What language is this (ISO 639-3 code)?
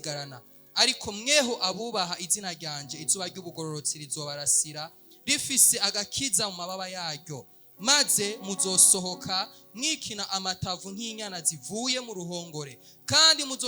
run